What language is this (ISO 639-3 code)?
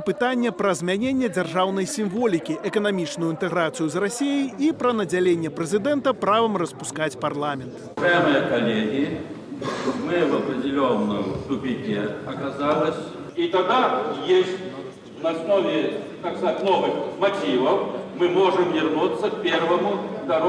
bel